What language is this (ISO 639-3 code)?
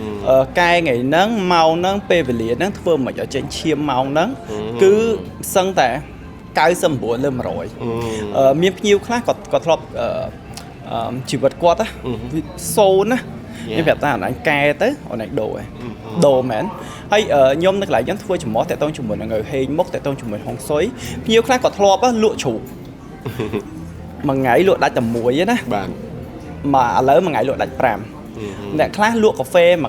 khm